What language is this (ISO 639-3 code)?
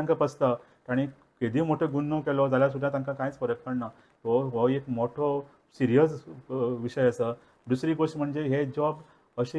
kok